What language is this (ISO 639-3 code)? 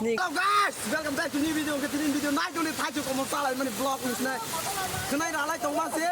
trp